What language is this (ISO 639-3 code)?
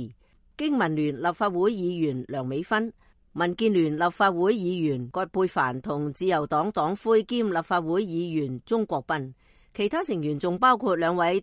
yue